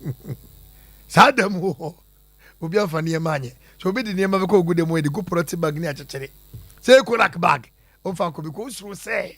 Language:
Akan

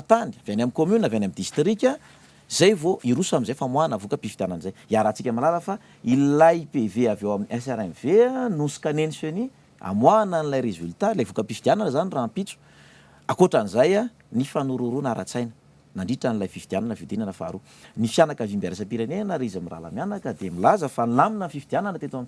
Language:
Malagasy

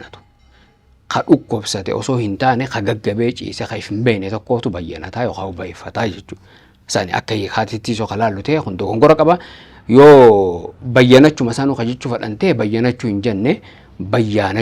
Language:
Oromo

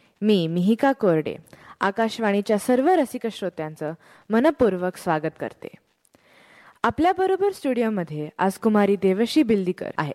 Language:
Marathi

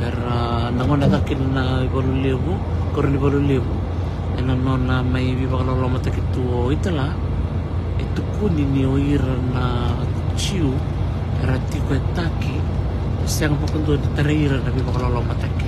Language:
Fijian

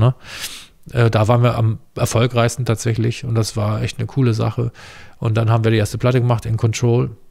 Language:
German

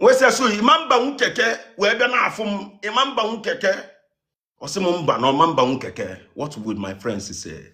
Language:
Igbo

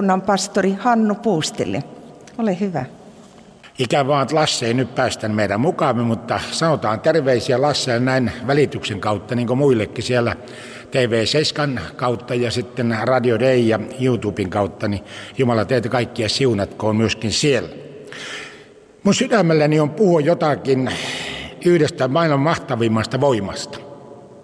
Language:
Finnish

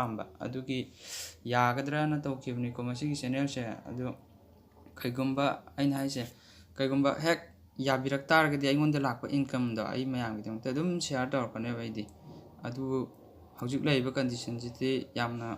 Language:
Manipuri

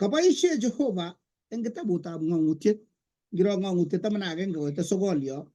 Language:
Kalenjin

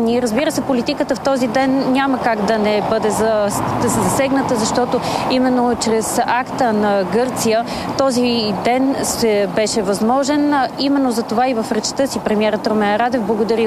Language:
Bulgarian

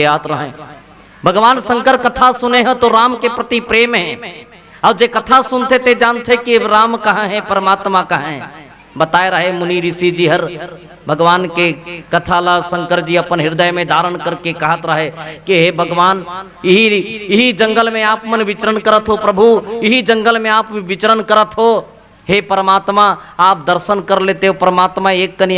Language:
Chhattisgarhi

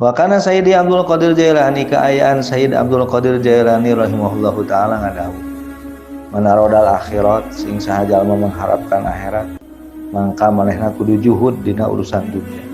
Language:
Sundanese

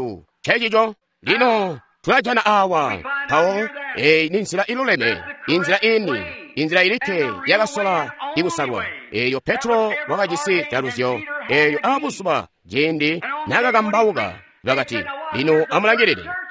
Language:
Tonga (Zambia)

